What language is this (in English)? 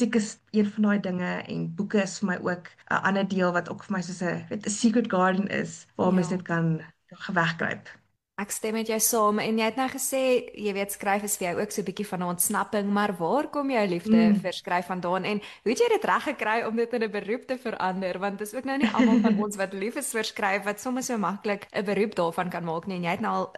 Afrikaans